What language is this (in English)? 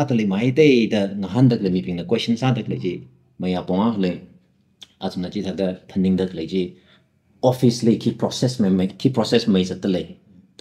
Tangkhul Naga (India)